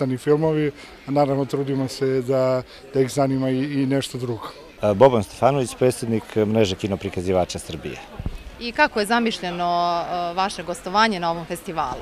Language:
Serbian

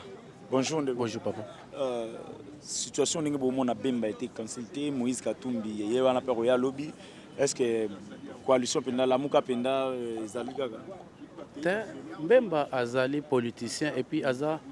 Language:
Lingala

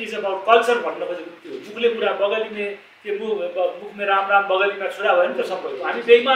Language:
Nepali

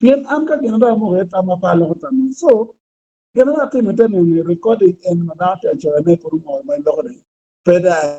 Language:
Acoli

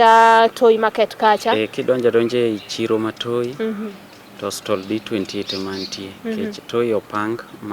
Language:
Luo (Kenya and Tanzania)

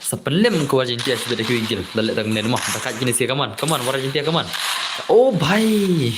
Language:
Khasi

